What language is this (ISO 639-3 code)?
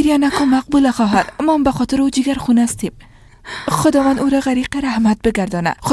fas